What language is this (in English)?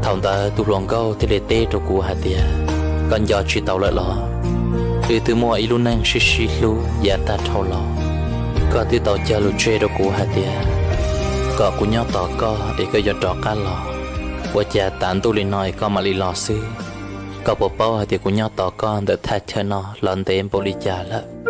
Hmong